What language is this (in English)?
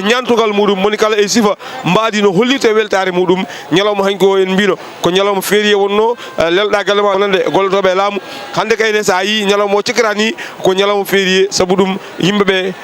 Fula